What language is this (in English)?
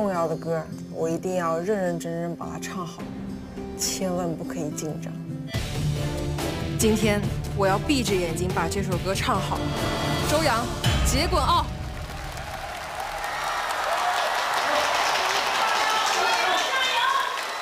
Chinese